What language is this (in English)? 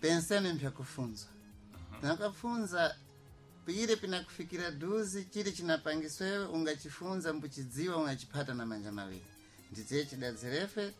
Sena